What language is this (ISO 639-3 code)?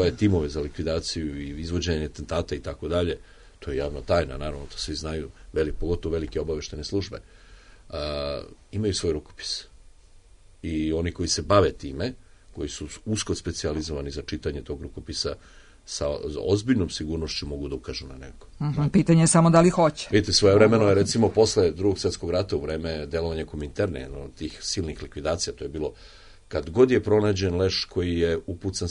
srp